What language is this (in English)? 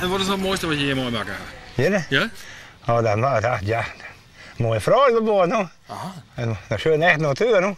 Western Frisian